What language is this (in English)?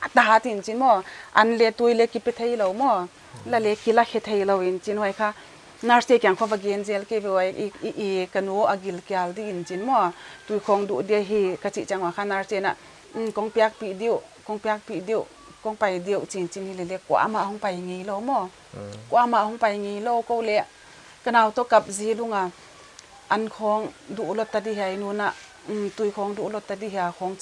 Paite Chin